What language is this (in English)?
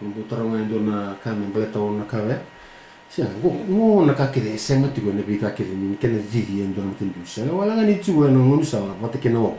Fijian